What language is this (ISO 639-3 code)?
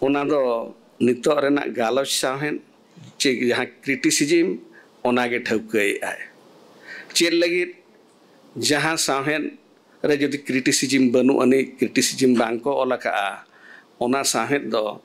sat